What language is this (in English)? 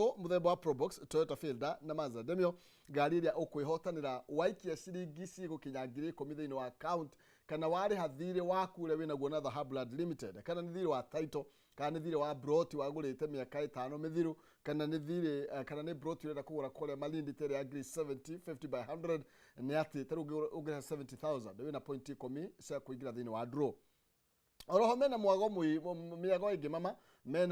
Kikuyu